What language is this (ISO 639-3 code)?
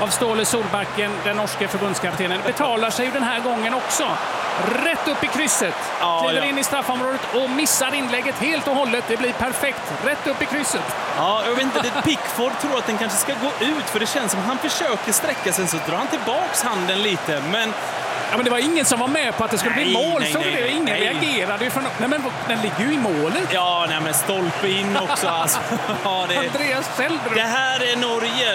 swe